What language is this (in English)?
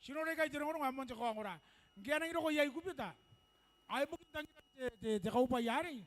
Gilbertese